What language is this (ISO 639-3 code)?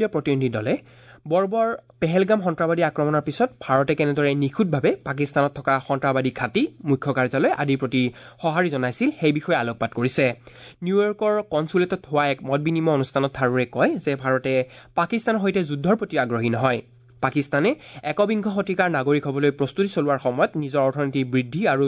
asm